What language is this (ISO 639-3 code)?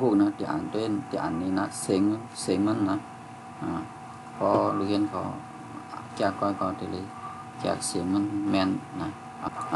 shn